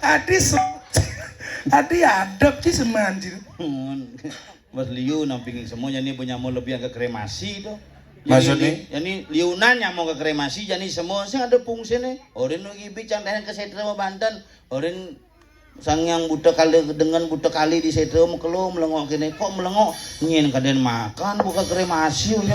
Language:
Balinese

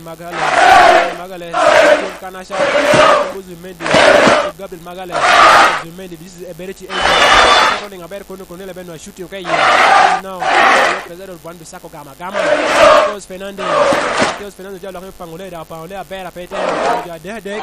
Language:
Lango (Uganda)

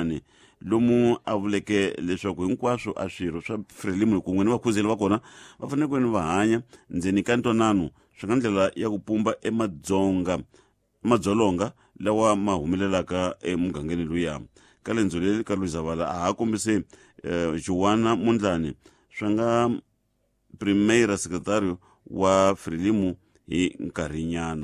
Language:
Tsonga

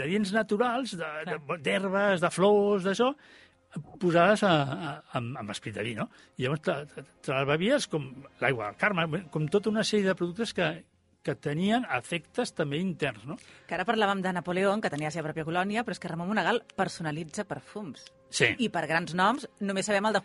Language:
Catalan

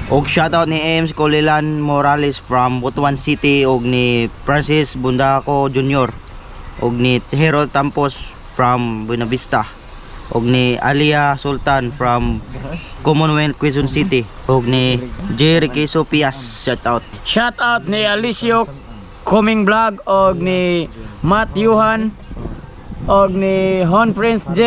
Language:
Cebuano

